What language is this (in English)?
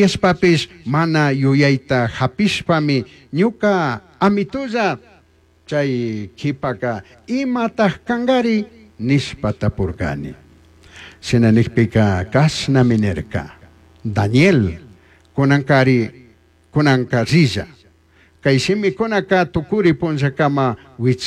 Chimborazo Highland Quichua